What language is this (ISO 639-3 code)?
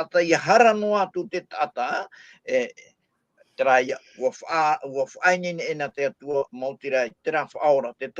tah